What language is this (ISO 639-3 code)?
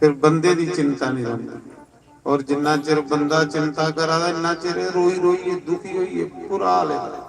doi